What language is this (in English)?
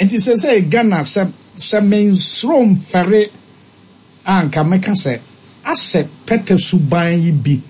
Akan